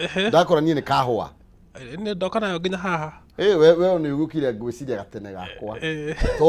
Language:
Kikuyu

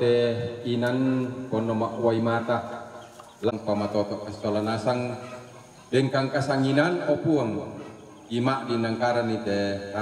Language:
Toraja-Sa'dan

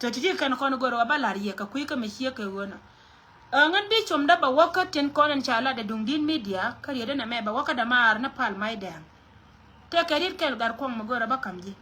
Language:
Nuer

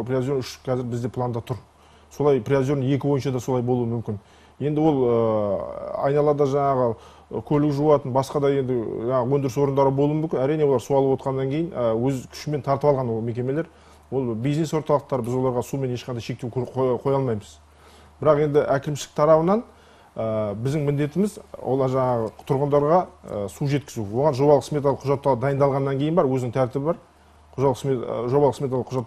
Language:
Kazakh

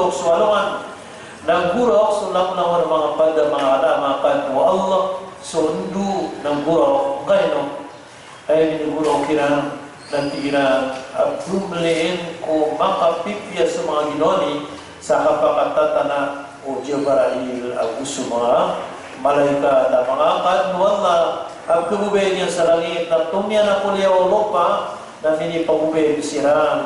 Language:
Maranao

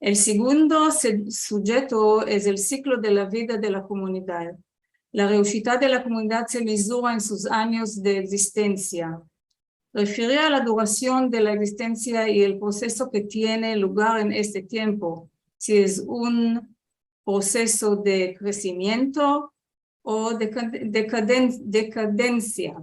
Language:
Ladino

